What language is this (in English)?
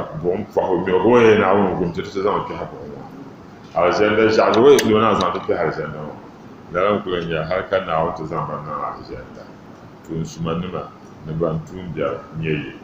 Dagbani